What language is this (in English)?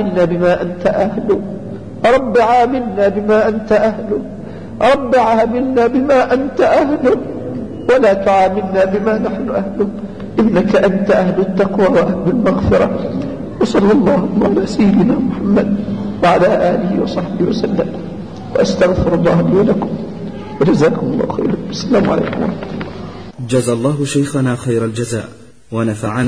Arabic